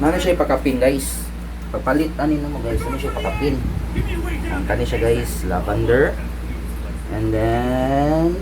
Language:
Cebuano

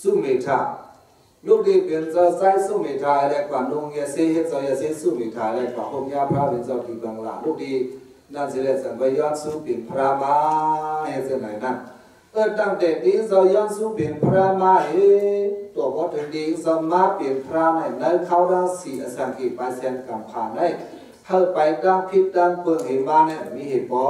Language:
Shan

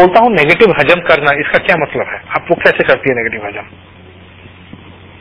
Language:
Hindi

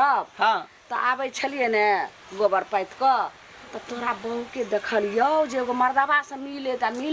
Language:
Maithili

